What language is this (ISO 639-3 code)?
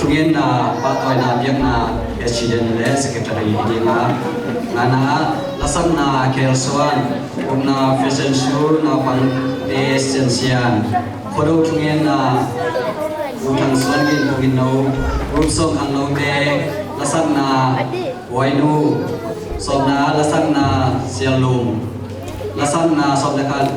ctd